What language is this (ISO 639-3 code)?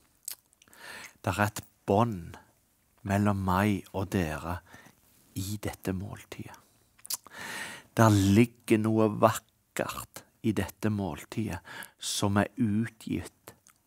nor